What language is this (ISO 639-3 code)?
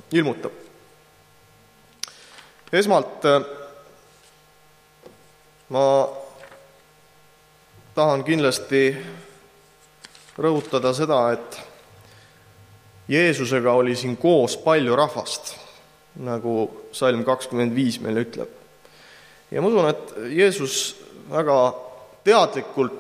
est